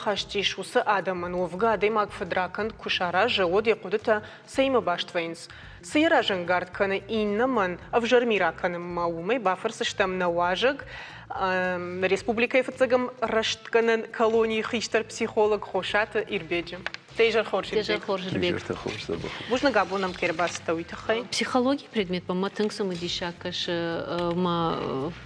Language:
Ossetic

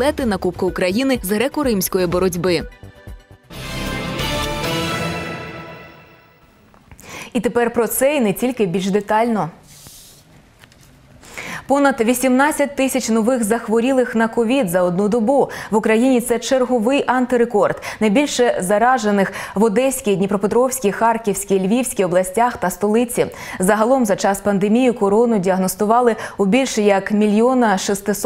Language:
Ukrainian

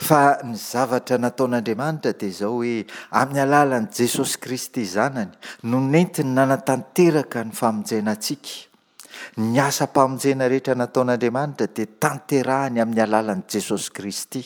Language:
Malagasy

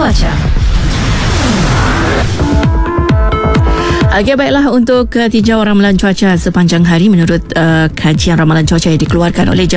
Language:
Malay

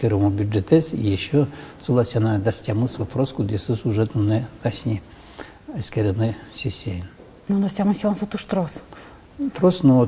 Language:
Udmurt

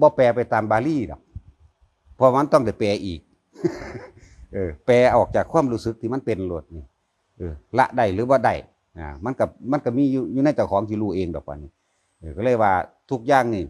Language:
Lao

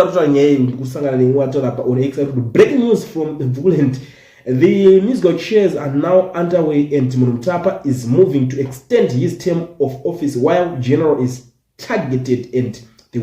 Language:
Shona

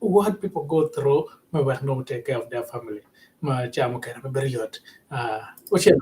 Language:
Acoli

